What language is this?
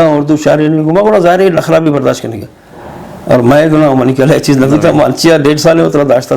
Eastern Balochi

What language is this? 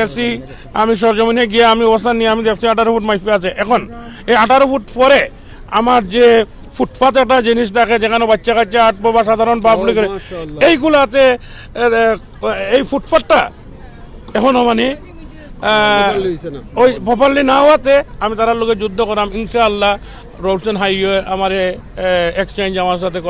Sylheti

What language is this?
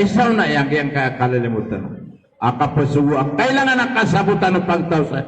Maranao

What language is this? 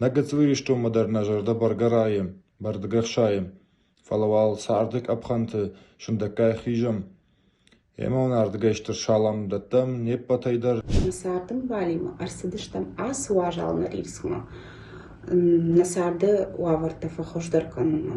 Ossetic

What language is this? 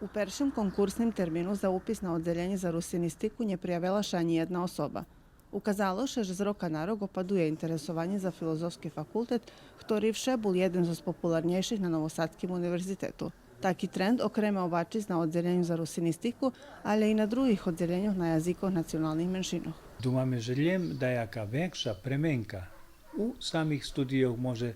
Rusyn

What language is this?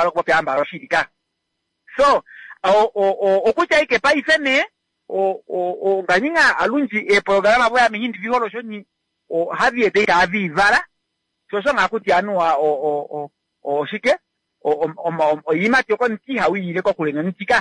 Kuanyama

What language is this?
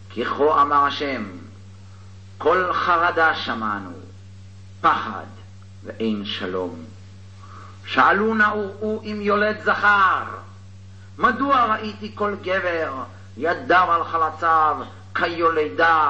Hebrew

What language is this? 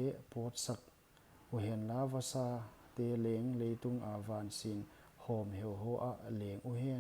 Paite Chin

